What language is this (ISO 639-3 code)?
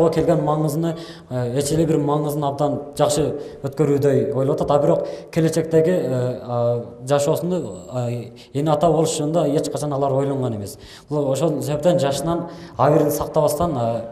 kir